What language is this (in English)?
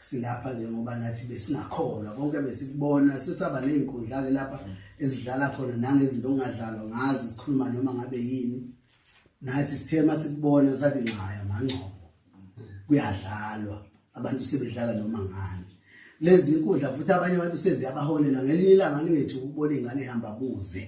Zulu